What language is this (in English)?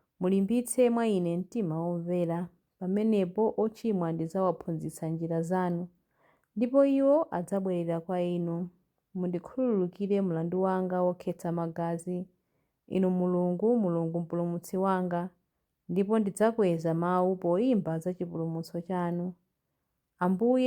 Nyanja